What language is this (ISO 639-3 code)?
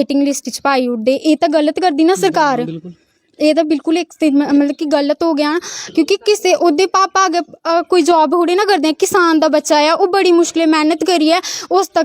doi